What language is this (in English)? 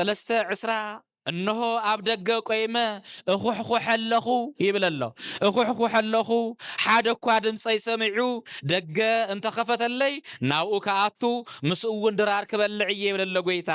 Tigrinya